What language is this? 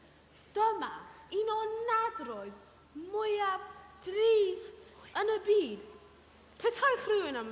Welsh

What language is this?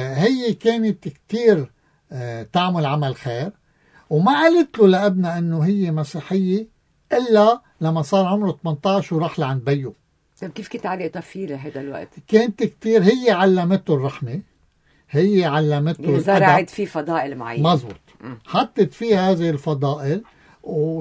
North Levantine Arabic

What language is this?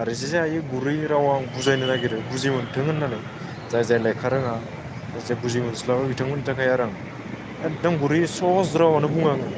Bodo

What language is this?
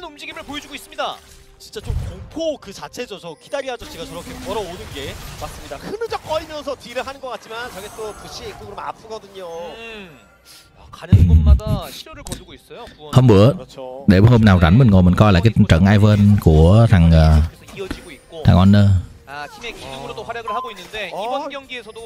Korean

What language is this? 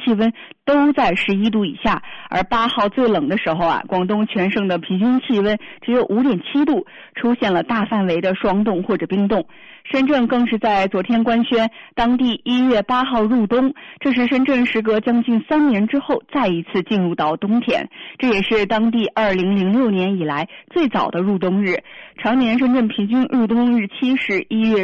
Chinese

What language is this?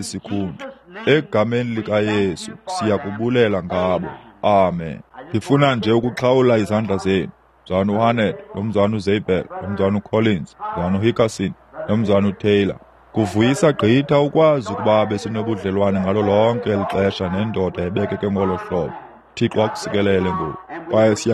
Xhosa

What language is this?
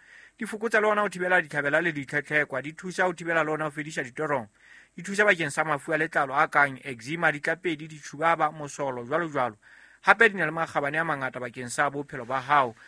Southern Sotho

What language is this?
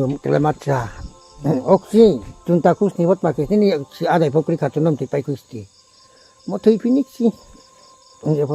Riang (India)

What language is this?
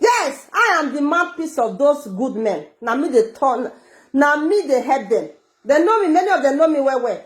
Nigerian Pidgin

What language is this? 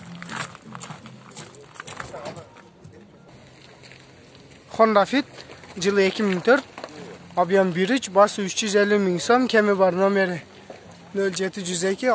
Kyrgyz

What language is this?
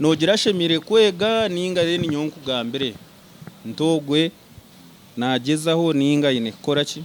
Nyankole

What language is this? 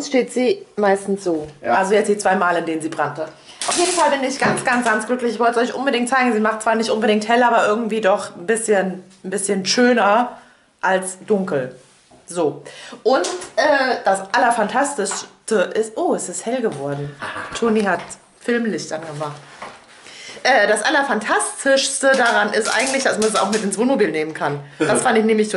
German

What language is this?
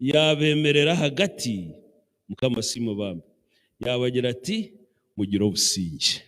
Nyankole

